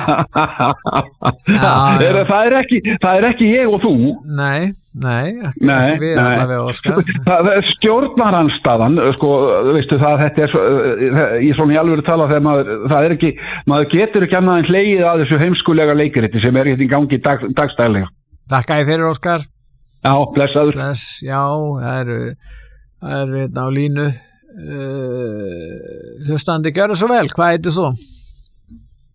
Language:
Icelandic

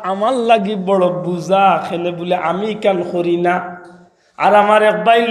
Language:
Sylheti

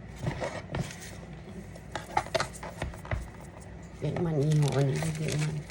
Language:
Lao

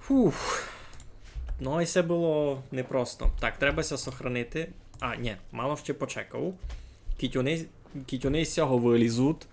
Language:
Rusyn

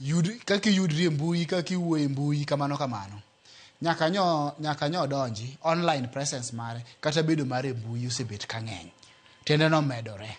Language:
Luo (Kenya and Tanzania)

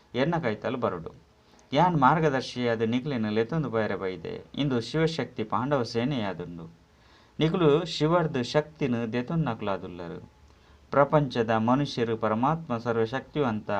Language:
Tulu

